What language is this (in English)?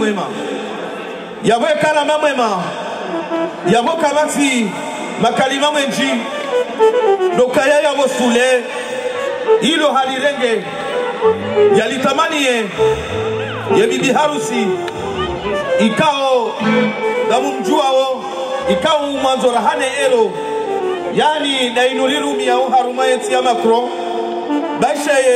Swahili